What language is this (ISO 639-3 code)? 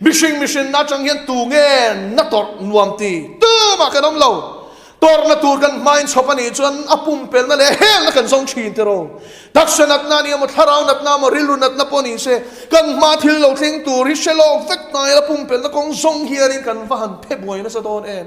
lus